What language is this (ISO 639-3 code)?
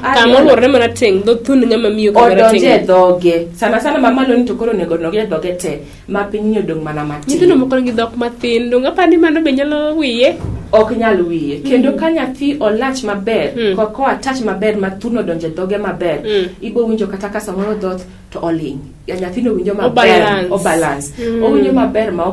luo